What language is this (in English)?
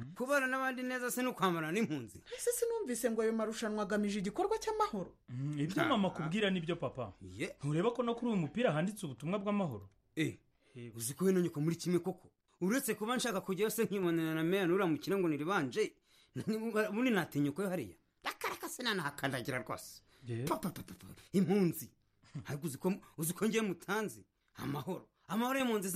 Kinyarwanda